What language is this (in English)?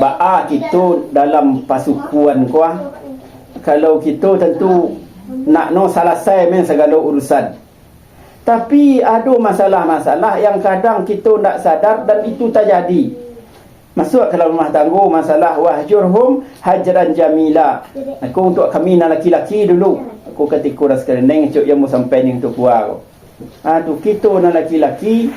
Minangkabau